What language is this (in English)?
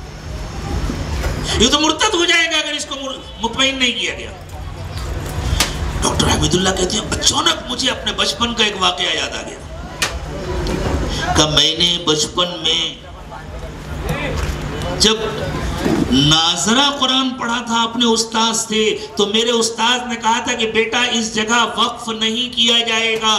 Urdu